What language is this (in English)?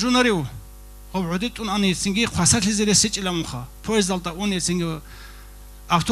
Avaric